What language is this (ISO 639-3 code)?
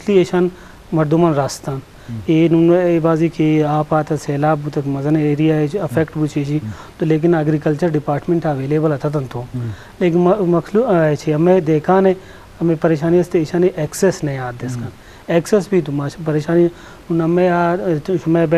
bgp